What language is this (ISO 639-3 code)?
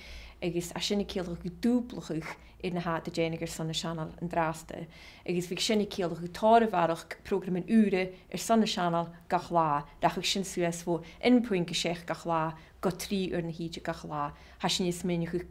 gla